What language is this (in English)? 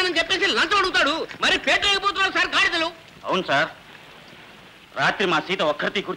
Telugu